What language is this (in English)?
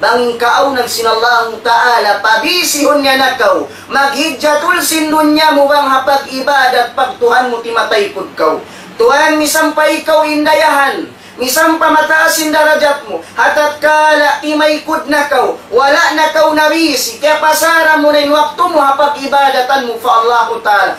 Tausug